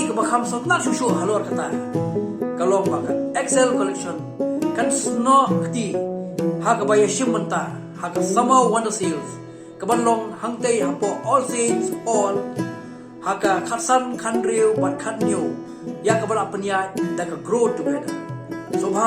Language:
Khasi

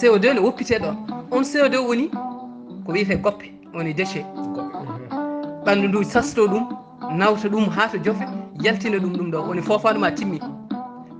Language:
Fula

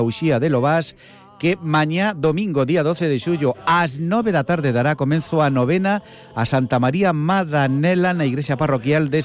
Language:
Galician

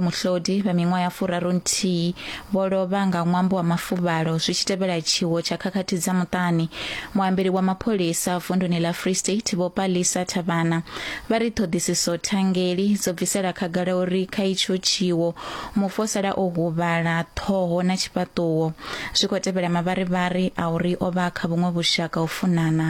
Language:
Venda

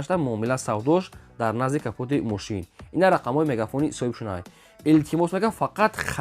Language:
Tajik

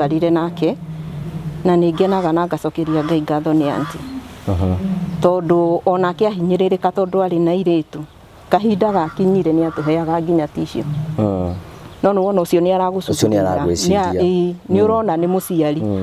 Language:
Kikuyu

